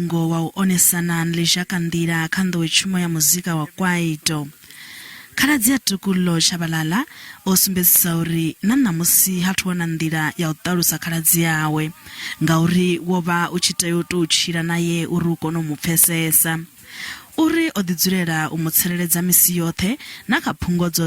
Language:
Venda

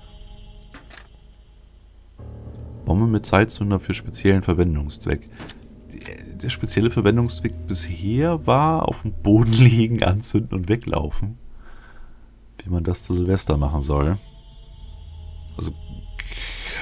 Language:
German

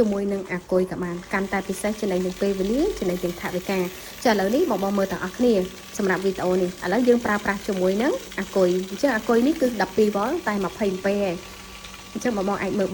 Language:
Khmer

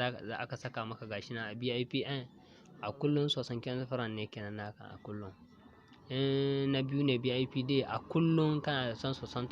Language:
Hausa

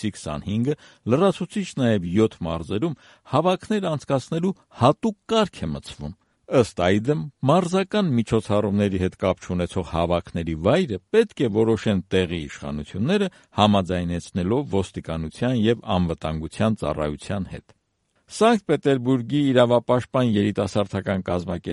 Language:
Armenian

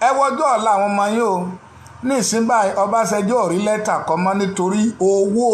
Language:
Yoruba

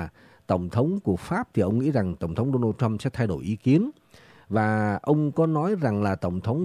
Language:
Vietnamese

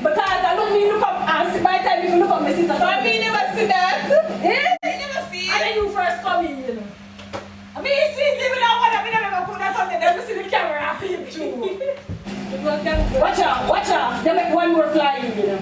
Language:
Jamaican Creole English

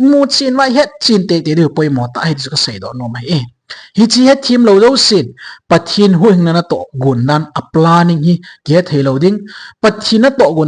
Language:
Thado Chin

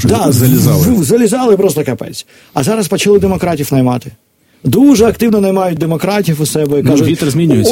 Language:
Ukrainian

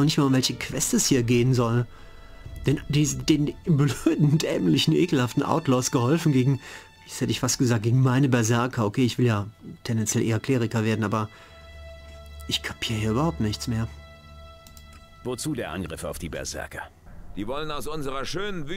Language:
German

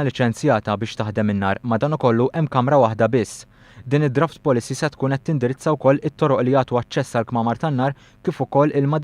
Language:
Maltese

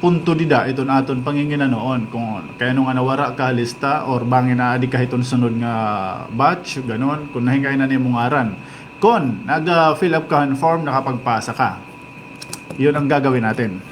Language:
Waray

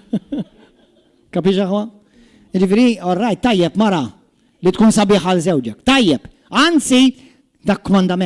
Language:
Maltese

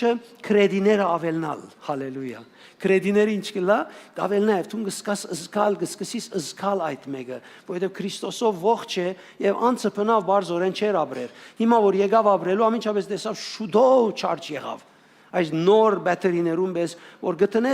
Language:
Western Armenian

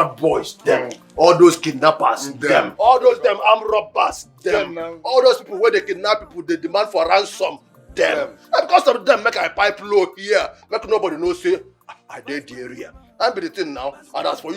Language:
Nigerian Pidgin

